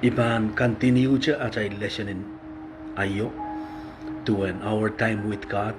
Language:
Pohnpeian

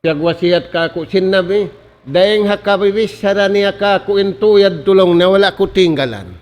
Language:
Tausug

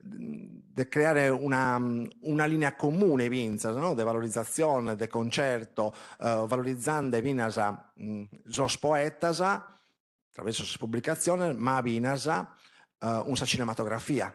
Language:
Sardinian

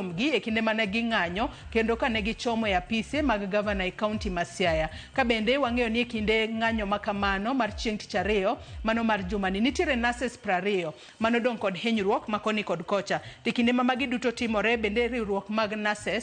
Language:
Luo (Kenya and Tanzania)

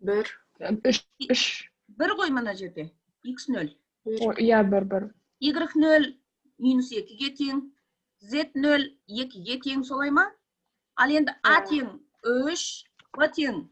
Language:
Kazakh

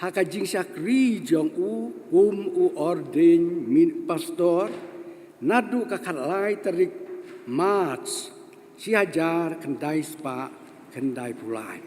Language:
Khasi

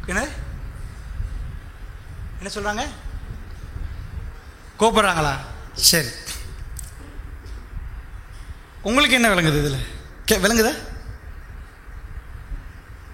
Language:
Tamil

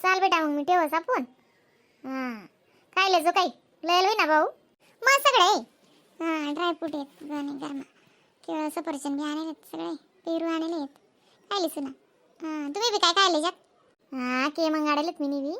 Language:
Khandesi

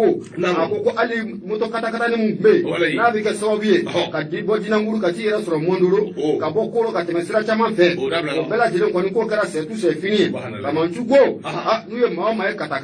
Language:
Bambara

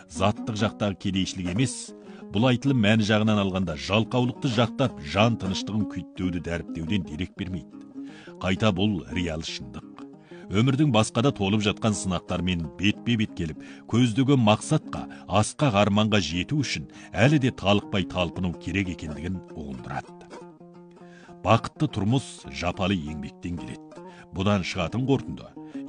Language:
Kazakh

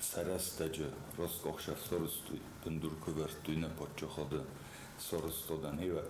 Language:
Ossetic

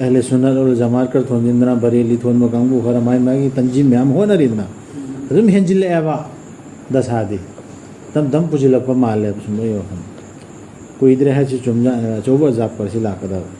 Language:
Manipuri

